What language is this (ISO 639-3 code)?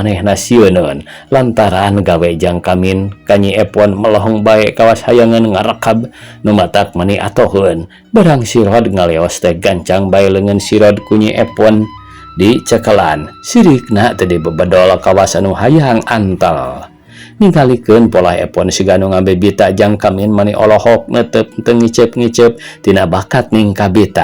sun